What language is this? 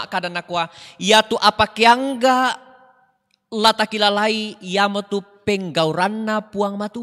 Toraja-Sa'dan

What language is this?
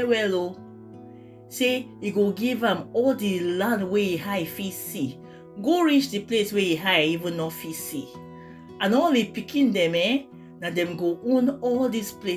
Nigerian Pidgin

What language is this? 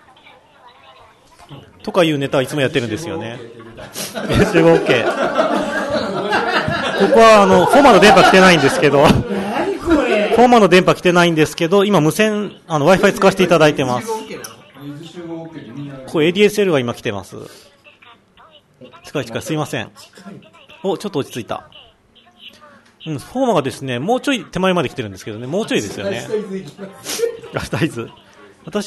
Japanese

